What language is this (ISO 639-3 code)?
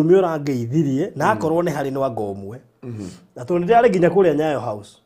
kik